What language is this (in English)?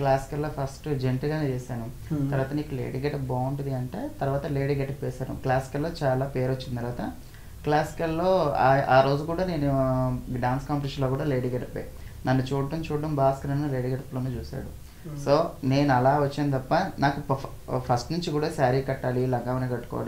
Telugu